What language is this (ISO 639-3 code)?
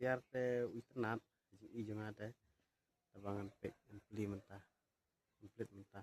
kha